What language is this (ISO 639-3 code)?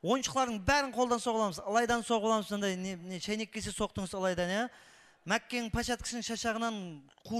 kaa